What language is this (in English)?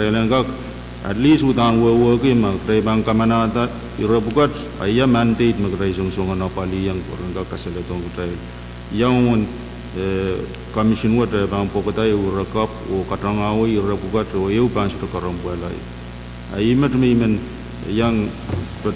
Pohnpeian